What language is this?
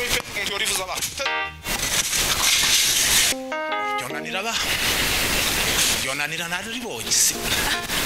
Kinyarwanda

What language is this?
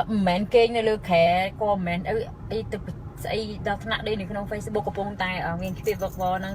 Khmer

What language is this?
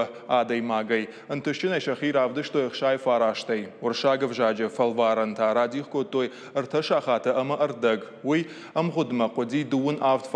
Ossetic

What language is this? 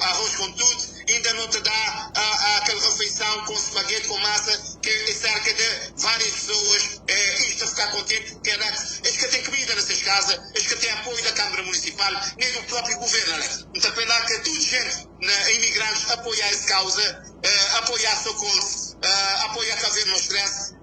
Kabuverdianu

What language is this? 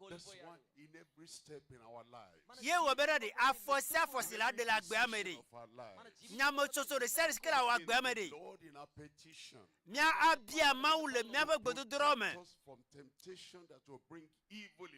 Ewe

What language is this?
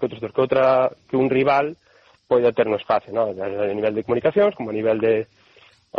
Galician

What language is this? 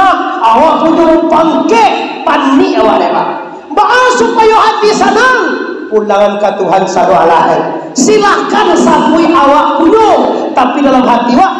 Minangkabau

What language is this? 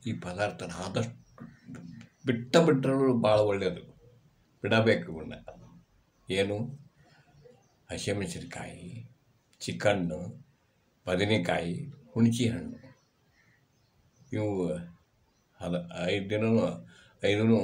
Kannada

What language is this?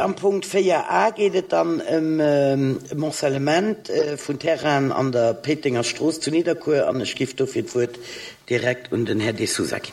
Luxembourgish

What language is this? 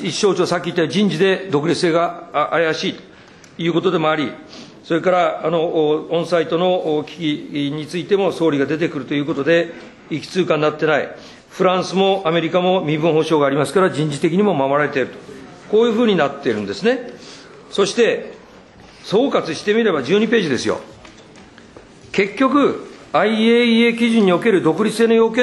Japanese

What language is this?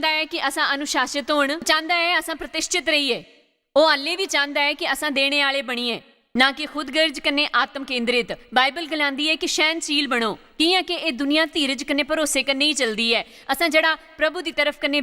Dogri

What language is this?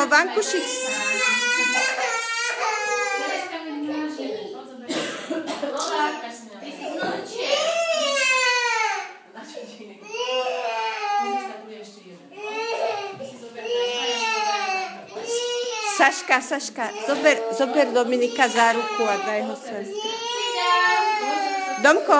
Slovak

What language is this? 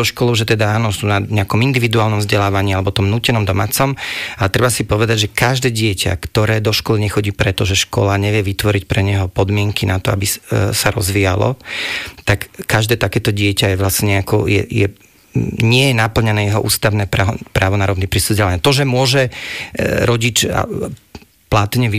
Slovak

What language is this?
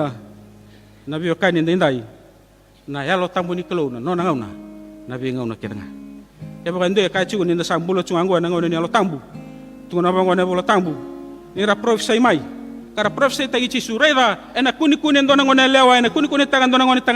Fijian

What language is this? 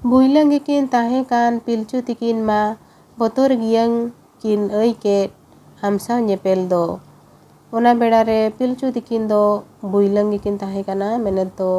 Santali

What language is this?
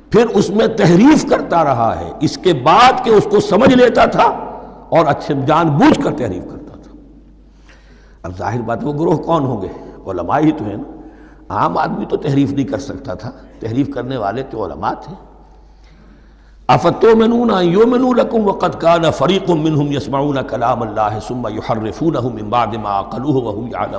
Urdu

